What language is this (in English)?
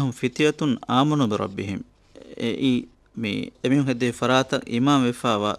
Divehi